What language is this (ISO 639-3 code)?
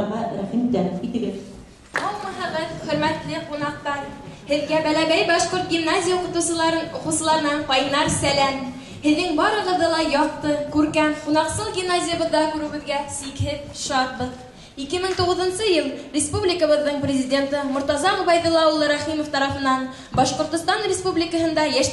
bak